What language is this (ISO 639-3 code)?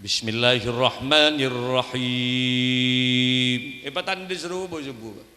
mad